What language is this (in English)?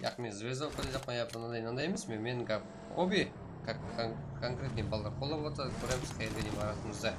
Kara-Kalpak